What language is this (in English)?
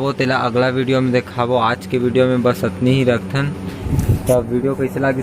Chhattisgarhi